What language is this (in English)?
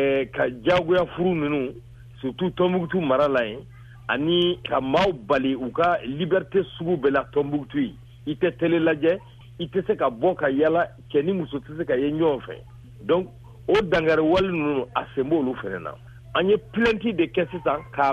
Bambara